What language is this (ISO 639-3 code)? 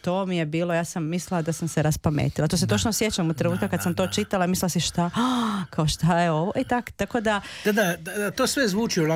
hrv